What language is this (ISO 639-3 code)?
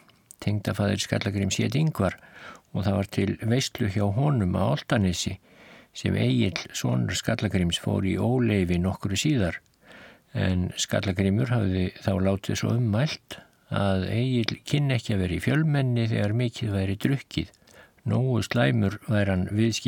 isl